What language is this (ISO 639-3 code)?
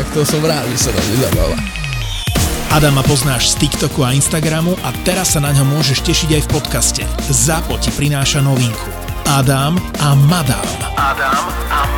slk